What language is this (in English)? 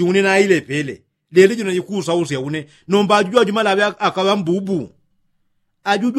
Yao